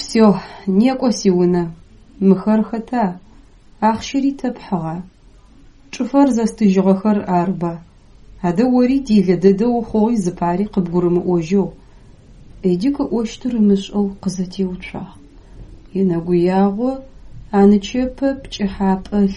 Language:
Adyghe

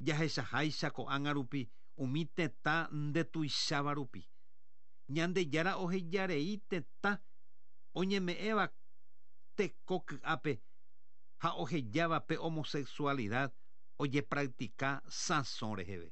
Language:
Guarani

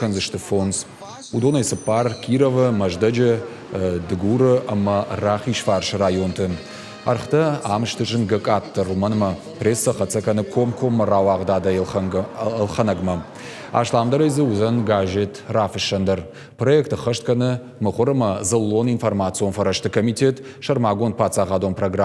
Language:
Ossetic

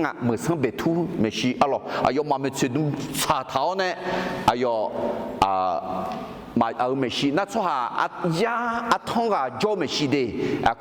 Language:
Akha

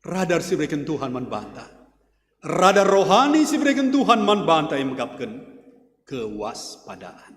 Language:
Batak Karo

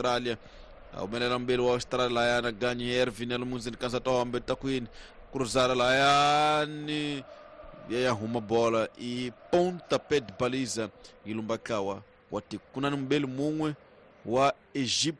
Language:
Tsonga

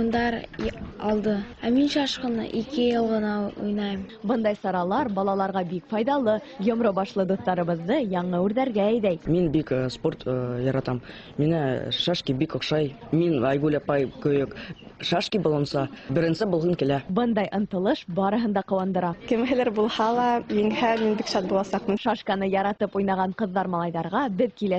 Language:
Bashkir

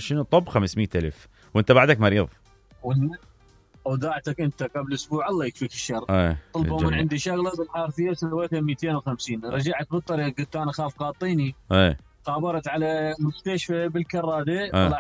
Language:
Mesopotamian Arabic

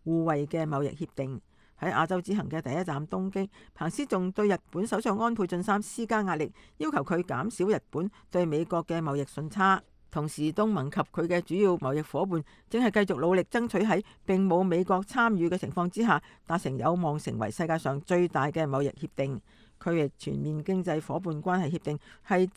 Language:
Cantonese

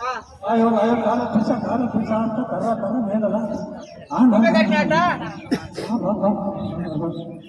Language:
Aheri Gondi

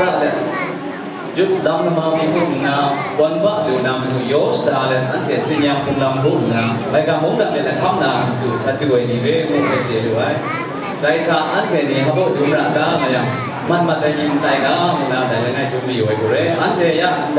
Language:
Kachin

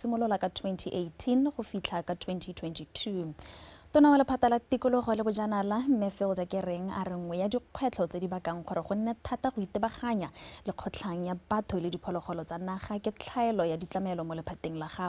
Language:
Tswana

